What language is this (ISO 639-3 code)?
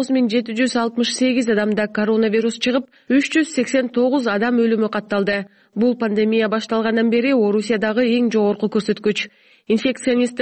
kir